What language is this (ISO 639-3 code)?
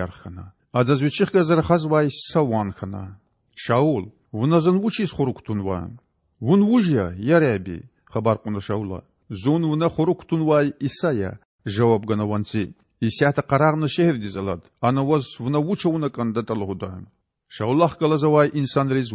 lez